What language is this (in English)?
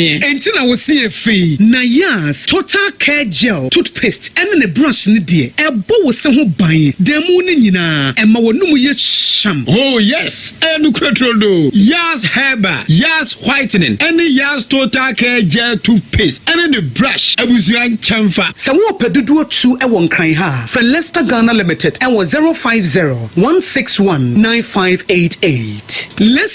Akan